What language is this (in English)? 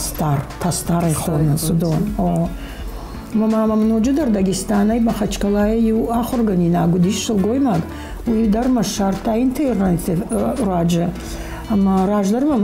Ossetic